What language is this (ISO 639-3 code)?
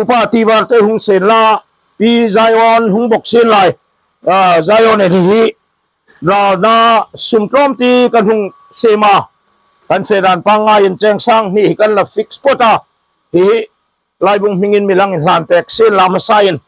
hmr